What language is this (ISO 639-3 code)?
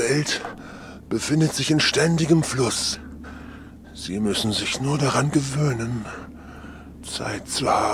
bar